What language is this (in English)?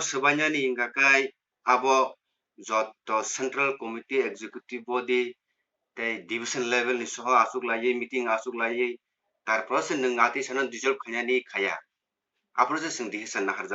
Kok Borok